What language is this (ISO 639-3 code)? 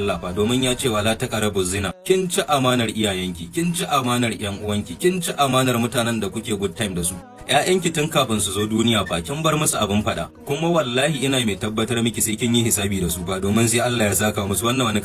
hau